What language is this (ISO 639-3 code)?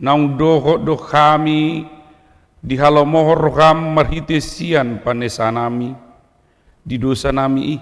bbc